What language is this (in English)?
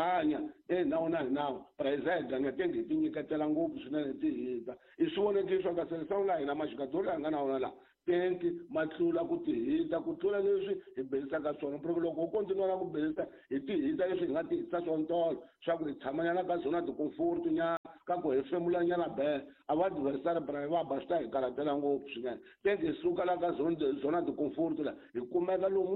Tsonga